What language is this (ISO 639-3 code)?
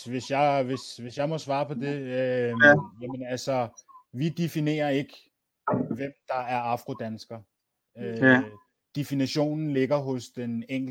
dan